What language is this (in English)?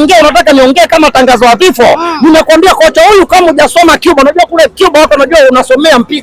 Swahili